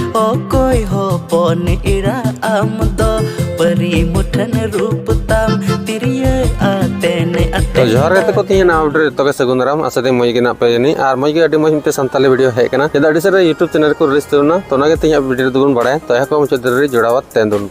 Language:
Santali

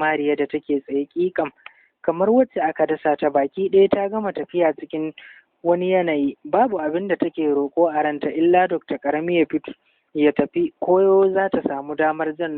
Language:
Hausa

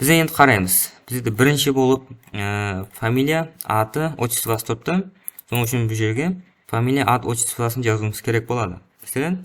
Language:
Kara-Kalpak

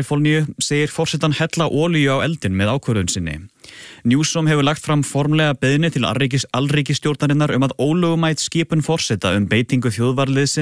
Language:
Icelandic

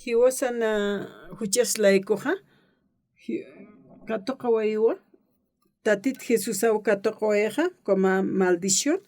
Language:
Aymara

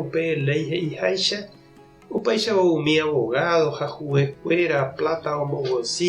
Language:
Guarani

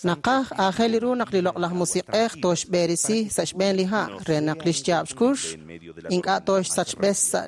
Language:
Kekchí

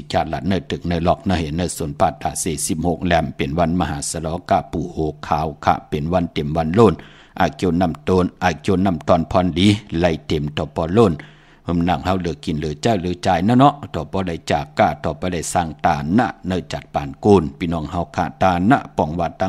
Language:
Shan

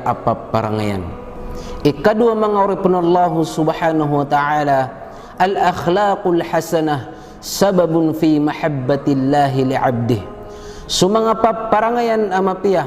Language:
Maranao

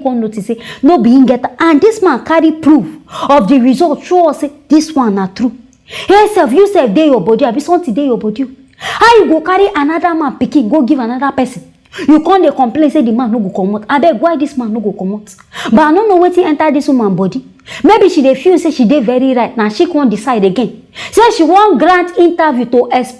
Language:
Nigerian Pidgin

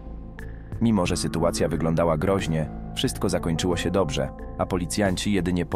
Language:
Polish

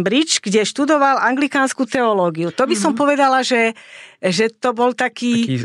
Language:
Slovak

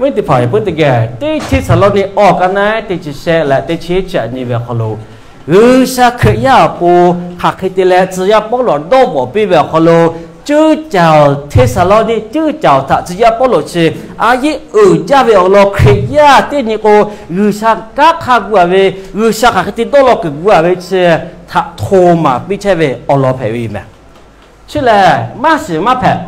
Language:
Lahu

